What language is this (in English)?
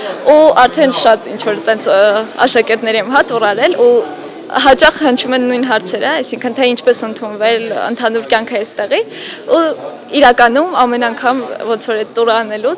Armenian